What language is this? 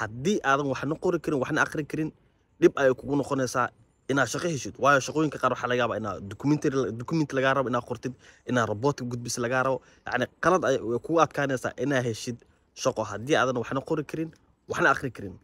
Somali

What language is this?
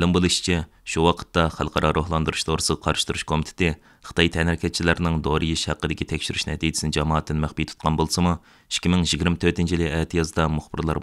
Uyghur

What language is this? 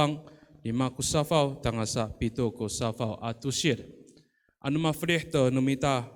Amis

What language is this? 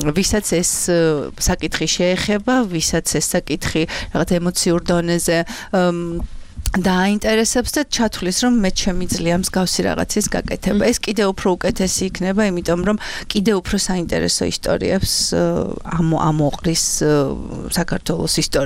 Georgian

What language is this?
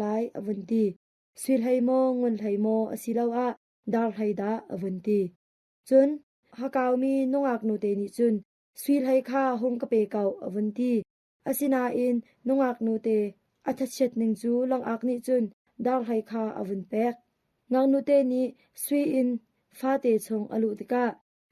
Hakha Chin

